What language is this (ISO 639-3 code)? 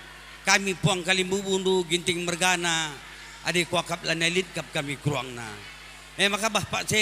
btx